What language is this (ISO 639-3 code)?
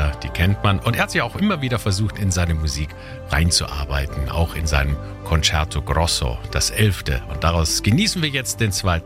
deu